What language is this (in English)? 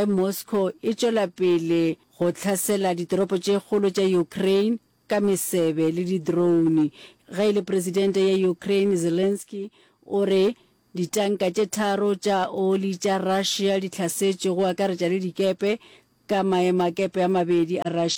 Northern Sotho